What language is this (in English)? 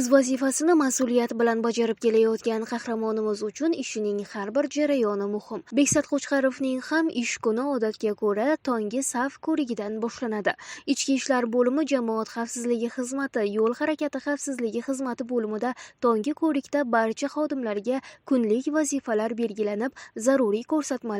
Uzbek